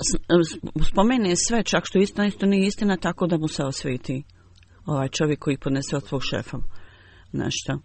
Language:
Bosnian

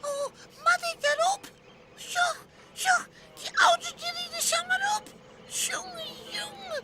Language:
Western Frisian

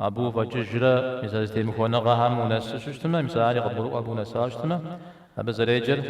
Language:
Kabardian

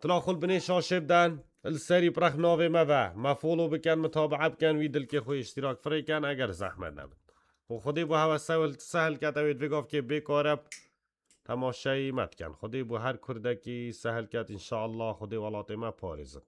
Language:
Kurdish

